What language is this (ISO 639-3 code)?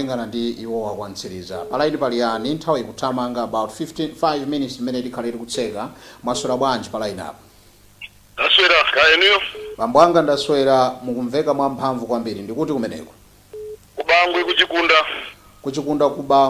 nya